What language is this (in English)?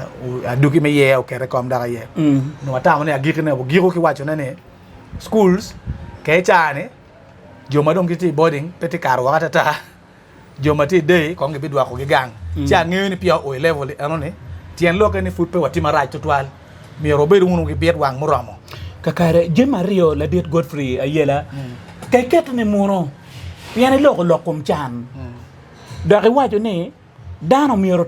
Acoli